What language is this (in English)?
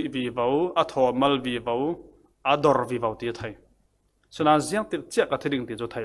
Falam Chin